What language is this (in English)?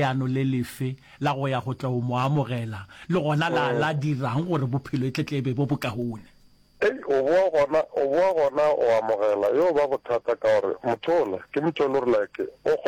Northern Sotho